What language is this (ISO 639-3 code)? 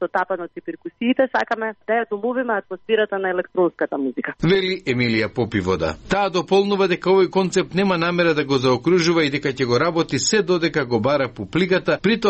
mkd